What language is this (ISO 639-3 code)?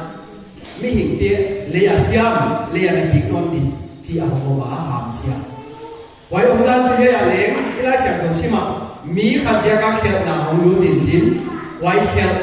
pck